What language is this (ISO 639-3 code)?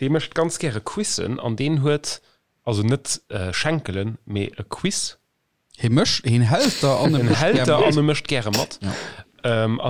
ltz